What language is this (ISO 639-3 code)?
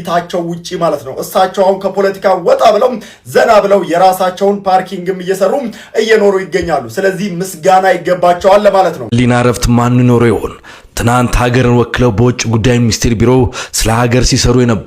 amh